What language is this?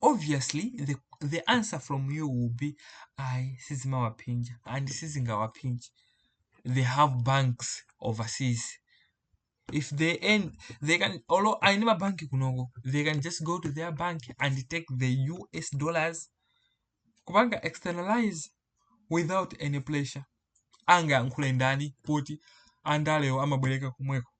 Nyanja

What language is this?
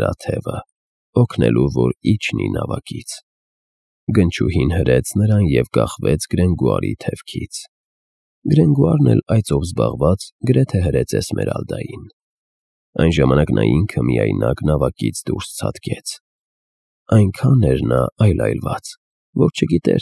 Armenian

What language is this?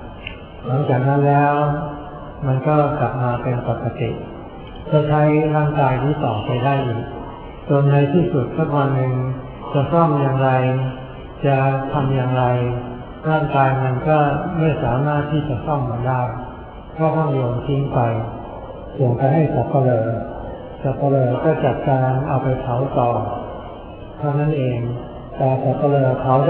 Thai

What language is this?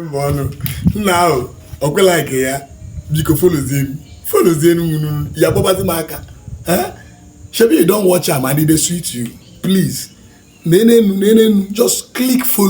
Igbo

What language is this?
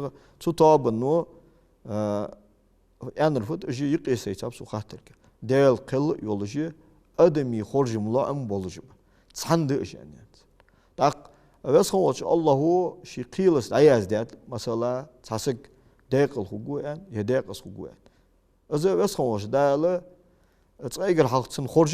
Ingush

